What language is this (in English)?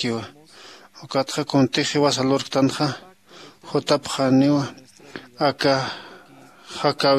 Aymara